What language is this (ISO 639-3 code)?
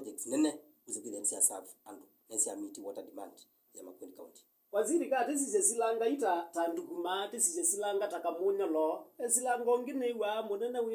kam